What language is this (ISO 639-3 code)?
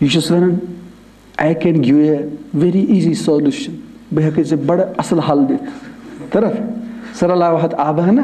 kas